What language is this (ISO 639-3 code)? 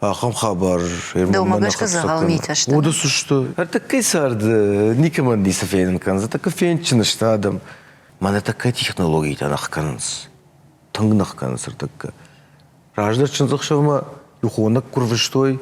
oss